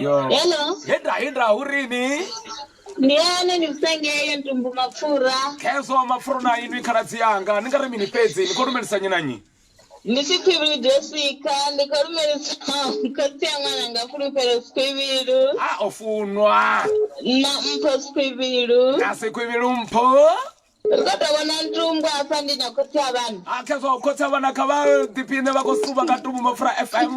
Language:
Venda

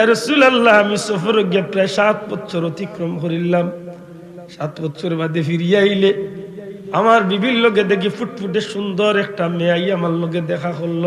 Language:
Sylheti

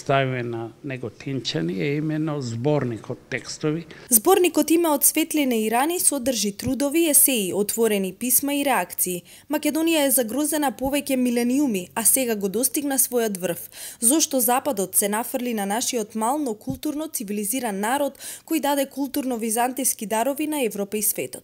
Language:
Macedonian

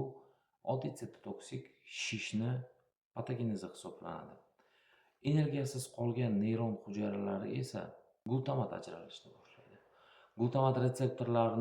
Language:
Uzbek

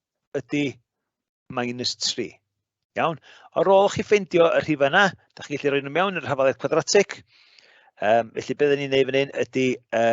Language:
Welsh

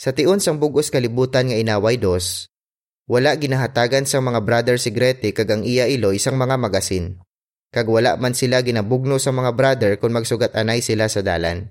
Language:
Hiligaynon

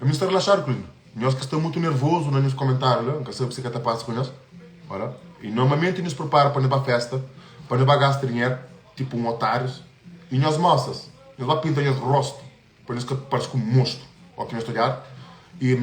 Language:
Kabuverdianu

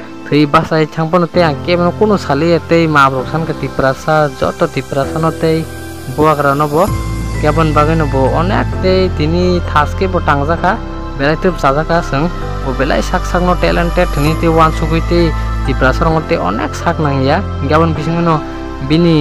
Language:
Kok Borok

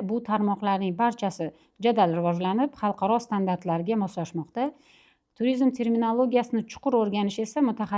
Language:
Uzbek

